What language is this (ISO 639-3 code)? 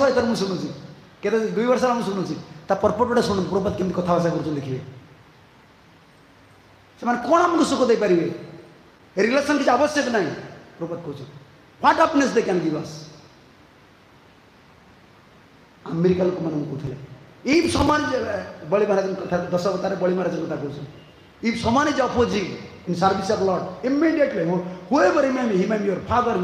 ori